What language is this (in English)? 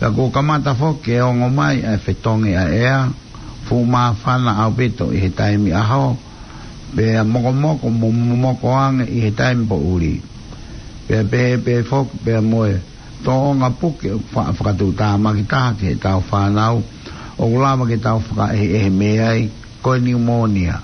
Tongan